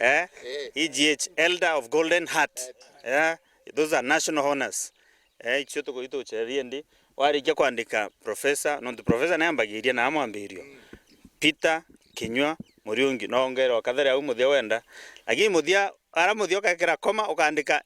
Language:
Meru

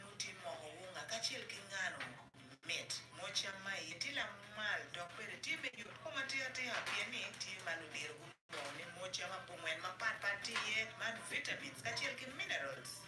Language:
Acoli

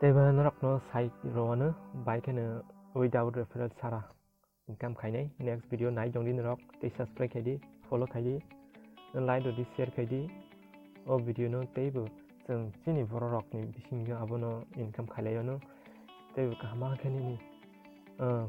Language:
Kok Borok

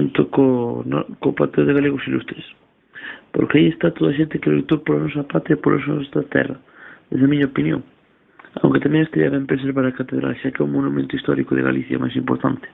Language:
Galician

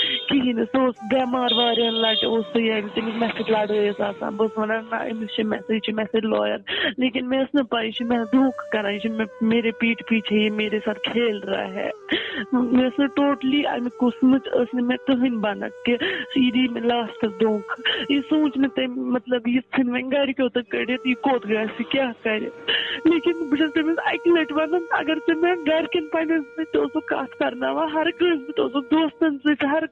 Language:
Kashmiri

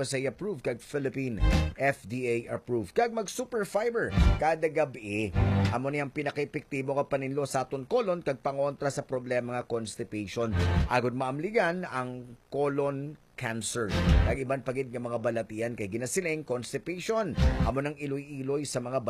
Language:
Hiligaynon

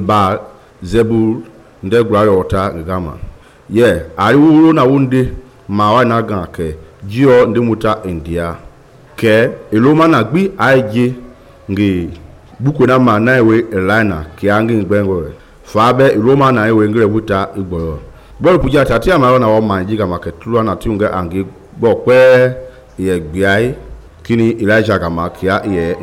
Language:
Mende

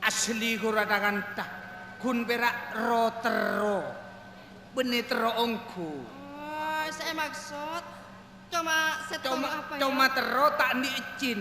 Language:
Madurese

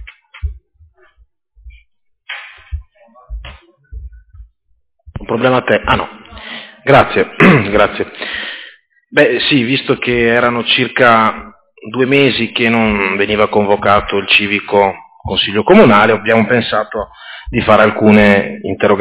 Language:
Italian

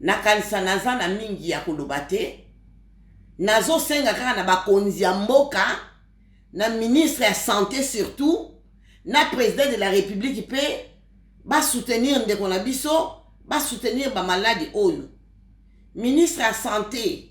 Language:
Lingala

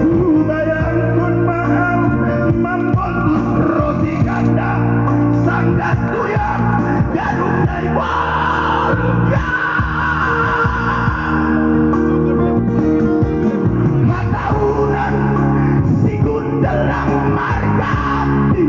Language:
Batak Simalungun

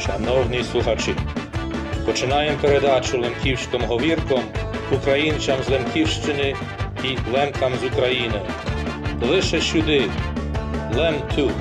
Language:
Rusyn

